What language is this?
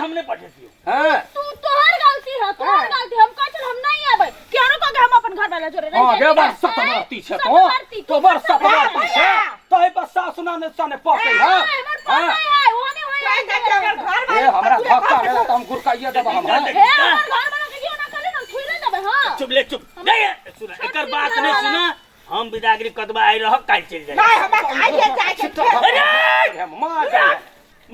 Maithili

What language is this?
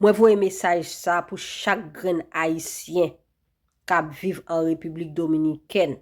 Haitian Creole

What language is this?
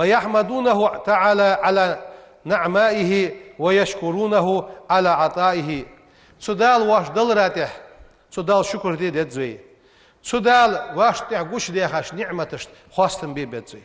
Ingush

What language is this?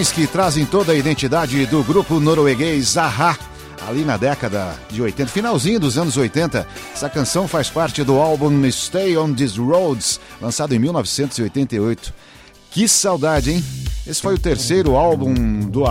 Portuguese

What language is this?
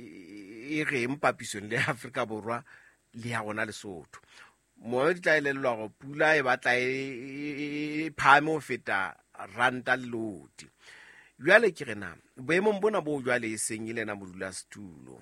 Southern Sotho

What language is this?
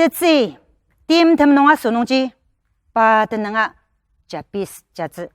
Ao Naga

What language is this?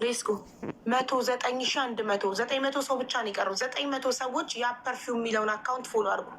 Amharic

